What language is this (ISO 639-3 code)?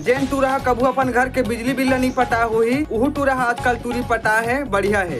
hne